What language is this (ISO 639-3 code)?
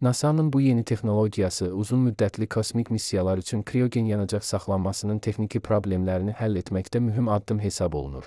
aze